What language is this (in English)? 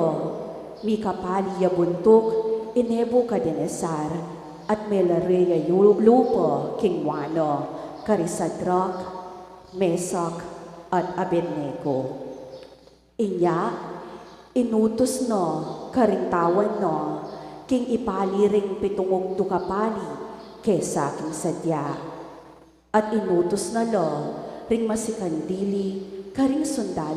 Pampanga